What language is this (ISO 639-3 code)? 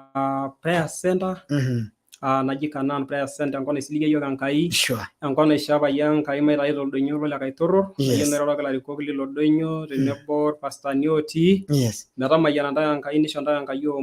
mas